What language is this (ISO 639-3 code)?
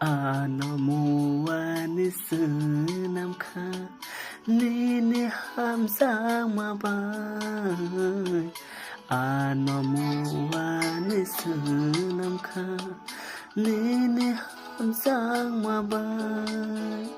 trp